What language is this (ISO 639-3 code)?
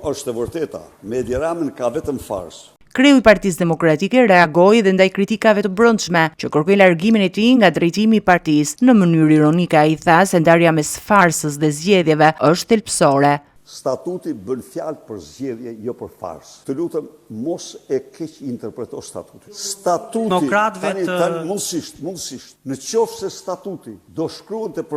sqi